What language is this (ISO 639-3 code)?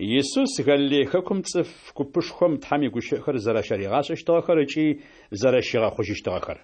ady